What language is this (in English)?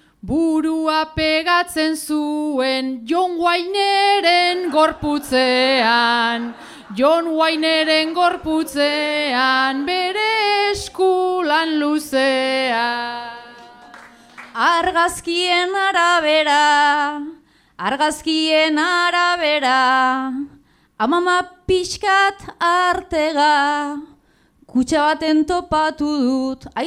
Basque